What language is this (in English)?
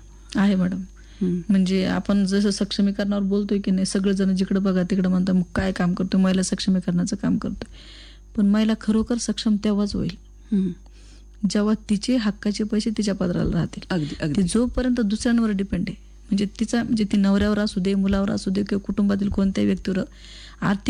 Marathi